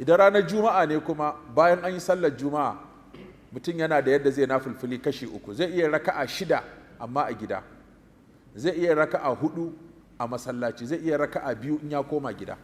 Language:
Hausa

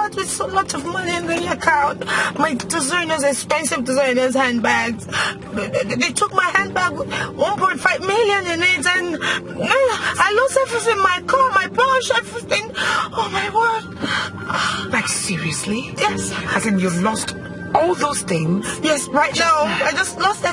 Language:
Nigerian Pidgin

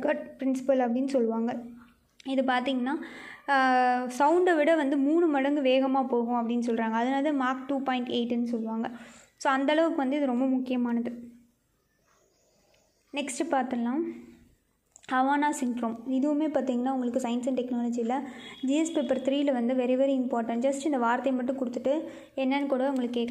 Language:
Tamil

